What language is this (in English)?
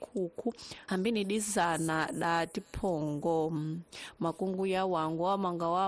Tsonga